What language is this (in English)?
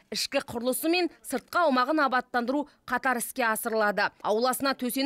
Kazakh